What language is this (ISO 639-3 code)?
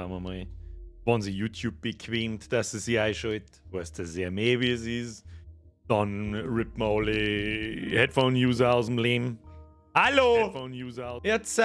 bar